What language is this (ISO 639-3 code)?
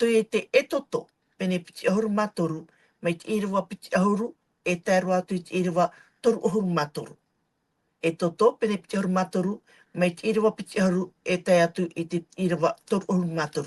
tah